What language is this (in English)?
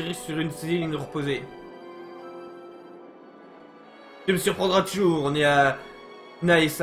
French